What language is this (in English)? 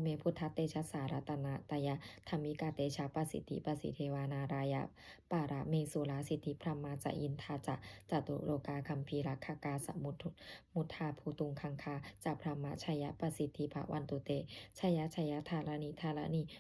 Pali